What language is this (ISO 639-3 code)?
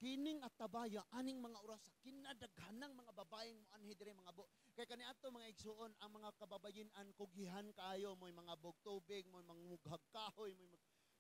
ceb